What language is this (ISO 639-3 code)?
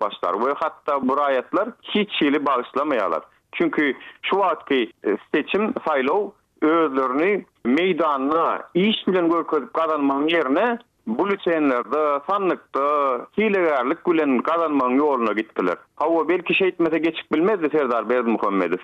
tuk